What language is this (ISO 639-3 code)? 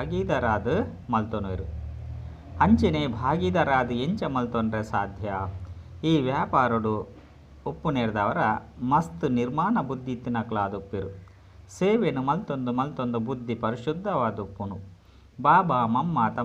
tcy